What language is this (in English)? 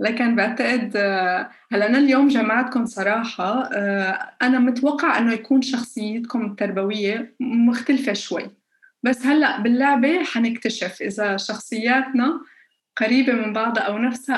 North Levantine Arabic